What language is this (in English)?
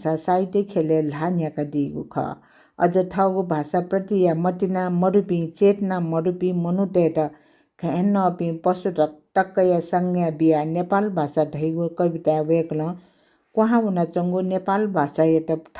Newari